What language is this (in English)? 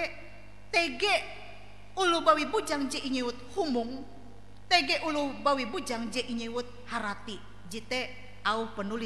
Ngaju